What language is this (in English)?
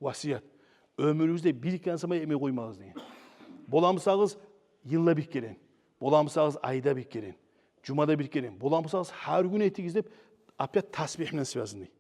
Kumyk